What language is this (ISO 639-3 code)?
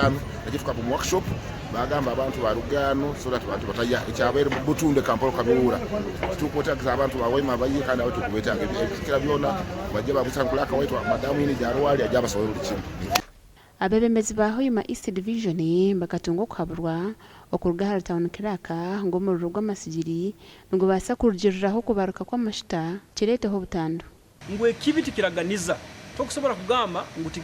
nyn